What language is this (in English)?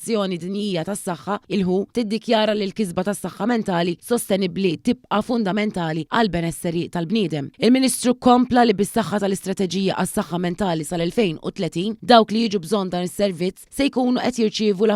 Maltese